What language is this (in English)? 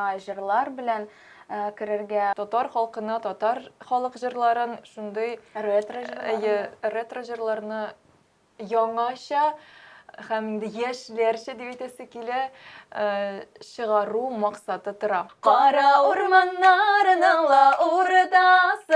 Tatar